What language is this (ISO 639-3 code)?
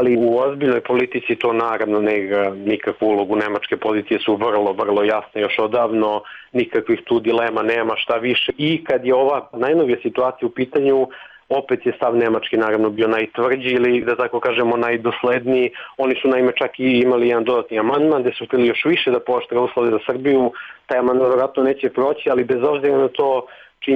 srp